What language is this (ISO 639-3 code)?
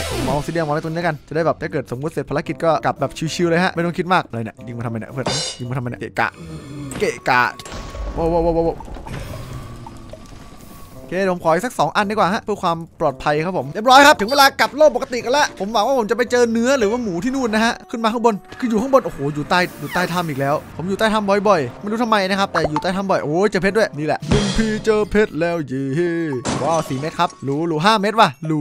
tha